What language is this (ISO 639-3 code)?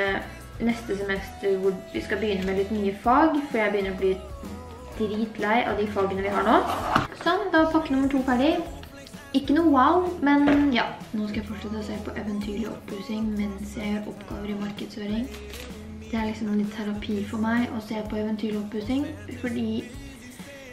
nor